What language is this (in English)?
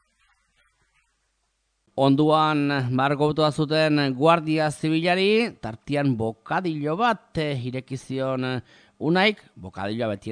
Basque